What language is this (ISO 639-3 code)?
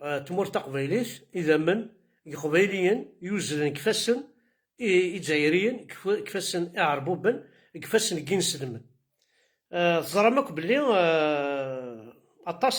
kab